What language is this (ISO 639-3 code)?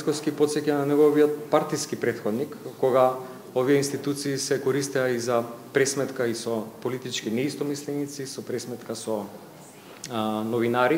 mkd